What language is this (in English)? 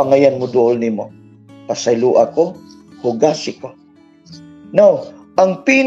Cebuano